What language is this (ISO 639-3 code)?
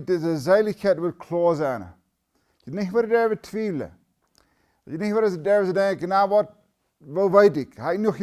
pdt